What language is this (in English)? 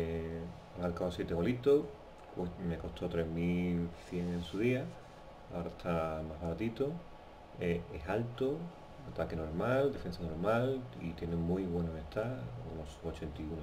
Spanish